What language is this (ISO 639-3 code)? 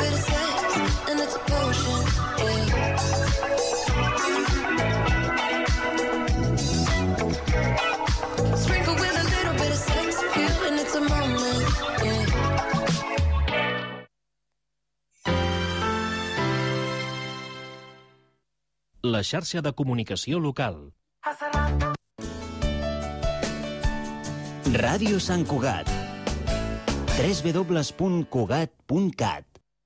cat